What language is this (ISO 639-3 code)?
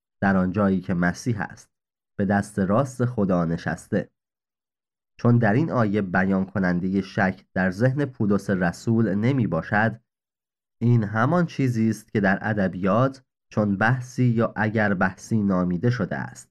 fas